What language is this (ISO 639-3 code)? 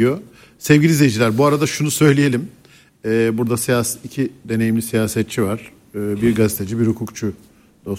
tur